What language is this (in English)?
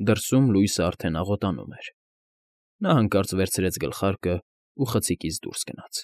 Armenian